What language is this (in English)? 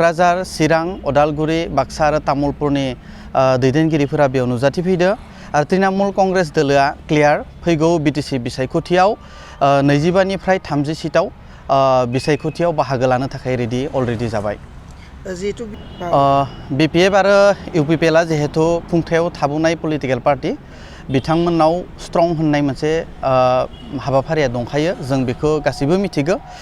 Bodo